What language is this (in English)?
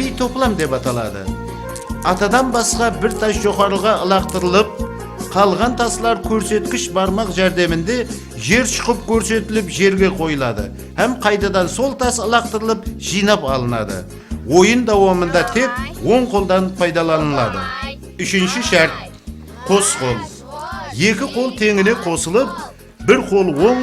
Kara-Kalpak